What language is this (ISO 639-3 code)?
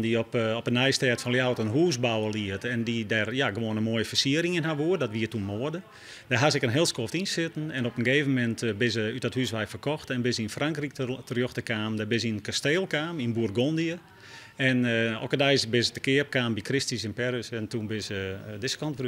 fry